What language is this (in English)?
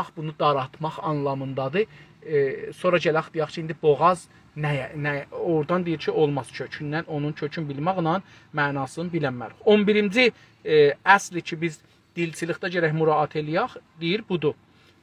South Azerbaijani